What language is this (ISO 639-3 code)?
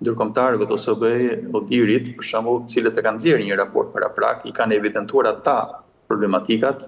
sqi